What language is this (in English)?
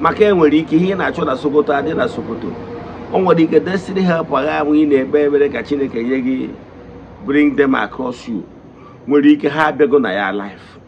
Igbo